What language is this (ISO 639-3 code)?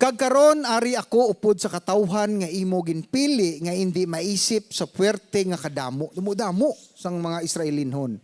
hil